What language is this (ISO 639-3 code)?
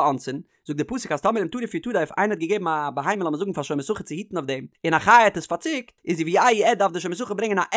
yid